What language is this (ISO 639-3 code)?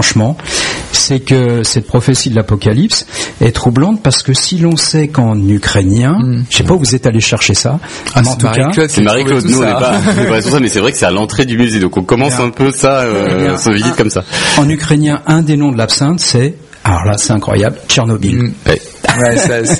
fra